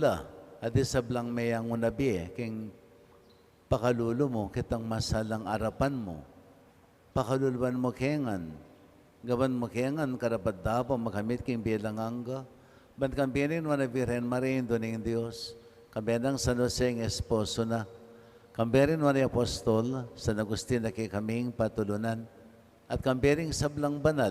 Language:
Pampanga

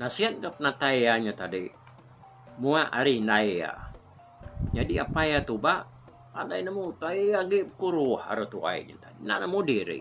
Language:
Iban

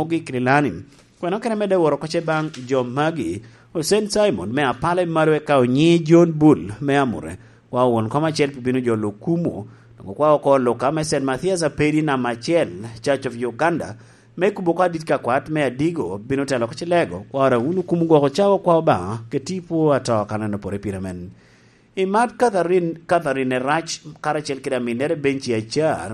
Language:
Lango (Uganda)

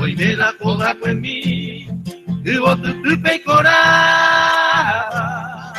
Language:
Guarani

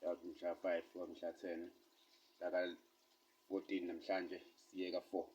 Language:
Zulu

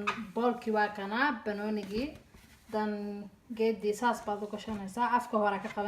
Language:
Somali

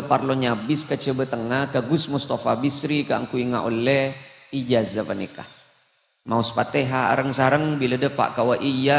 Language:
Madurese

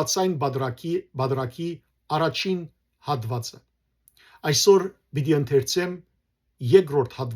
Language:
Western Armenian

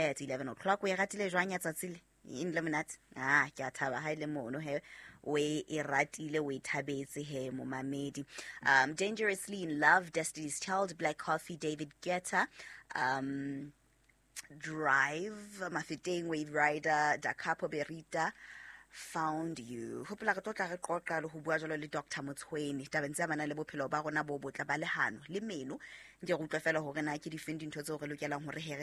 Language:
Southern Sotho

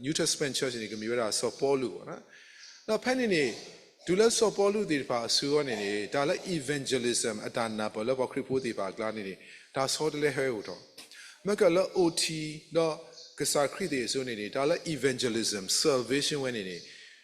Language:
S'gaw Karen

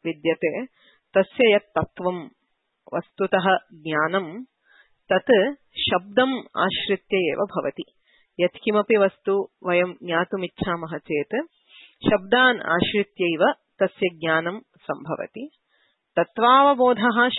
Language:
Sanskrit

